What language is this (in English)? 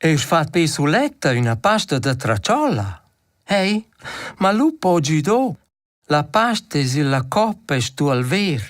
Romansh